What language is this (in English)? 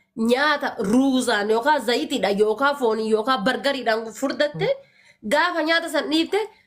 Oromo